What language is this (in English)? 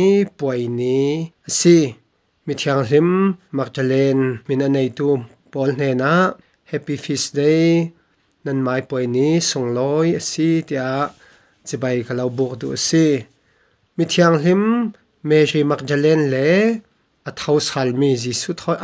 Falam Chin